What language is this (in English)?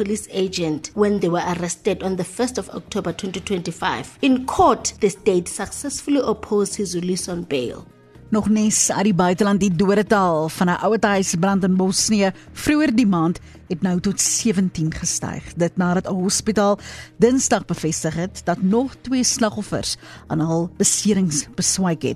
Afrikaans